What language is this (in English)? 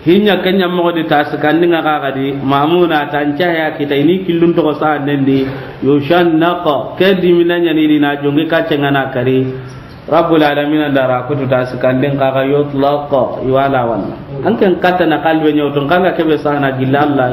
Soninke